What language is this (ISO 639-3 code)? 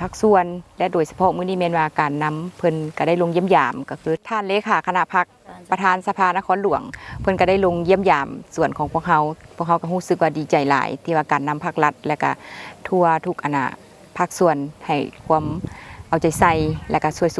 lao